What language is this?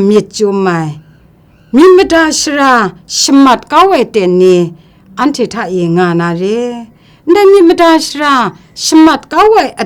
Kachin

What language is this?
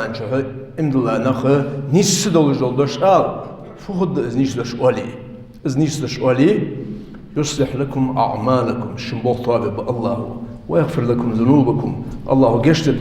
Ingush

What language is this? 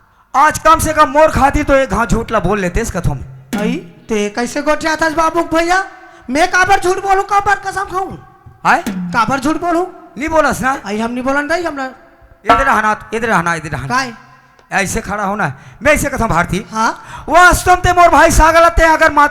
Chhattisgarhi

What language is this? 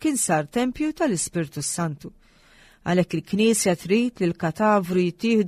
Maltese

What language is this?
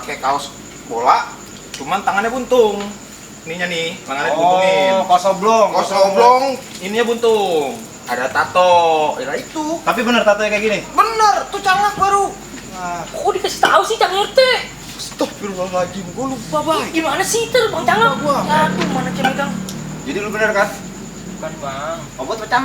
Betawi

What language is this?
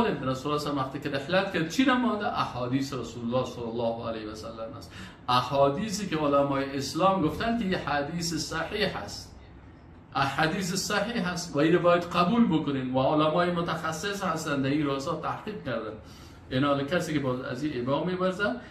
Persian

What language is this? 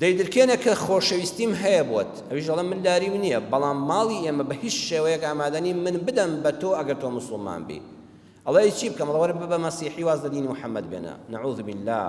Central Kurdish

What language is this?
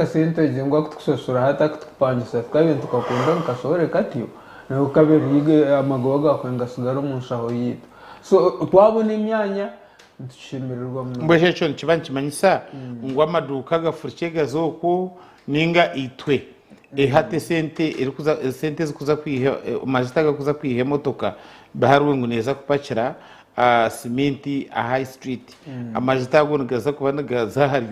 Nyankole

